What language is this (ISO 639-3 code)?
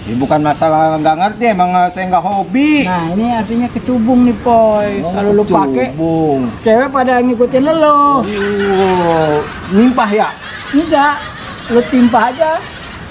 bew